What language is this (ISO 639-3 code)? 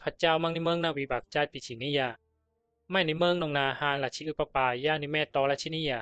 bzi